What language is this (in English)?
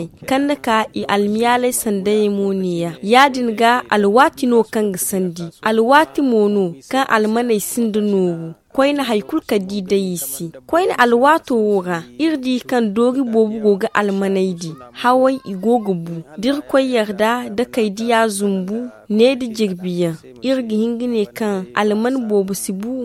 Zarma